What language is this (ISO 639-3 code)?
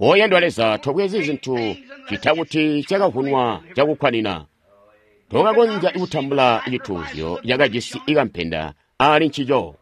toi